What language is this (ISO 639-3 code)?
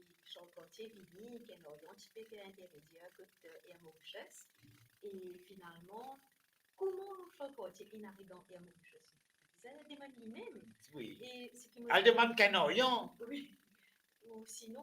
mfe